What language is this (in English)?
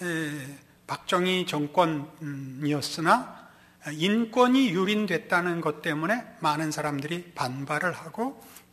Korean